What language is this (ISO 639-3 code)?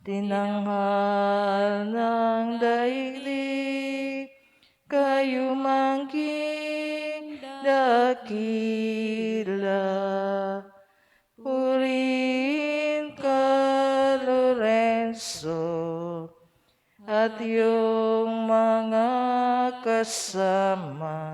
pam